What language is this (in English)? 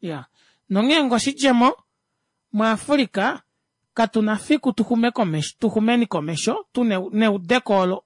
Kuanyama